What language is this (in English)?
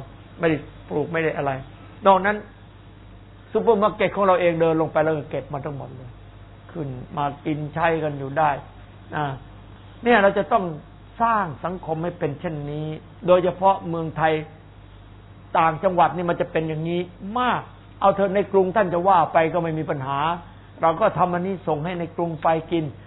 Thai